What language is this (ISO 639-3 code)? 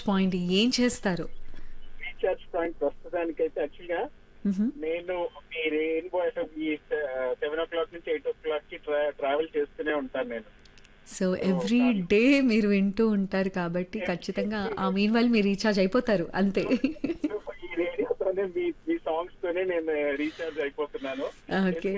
tel